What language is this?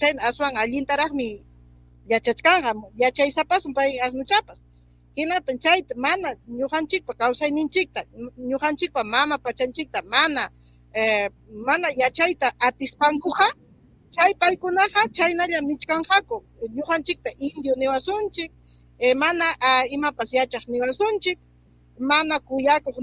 Ayacucho Quechua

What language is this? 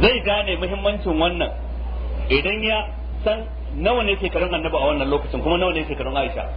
Hausa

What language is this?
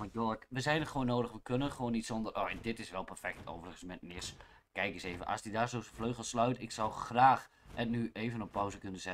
Dutch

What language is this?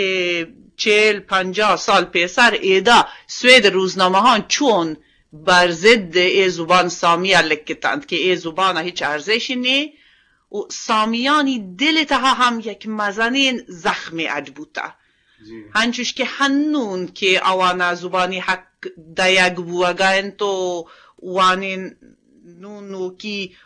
Eastern Balochi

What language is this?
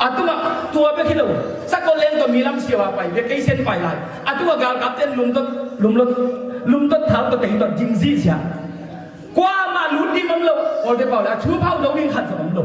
Tedim Chin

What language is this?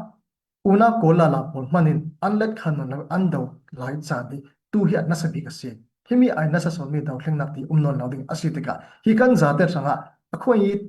Falam Chin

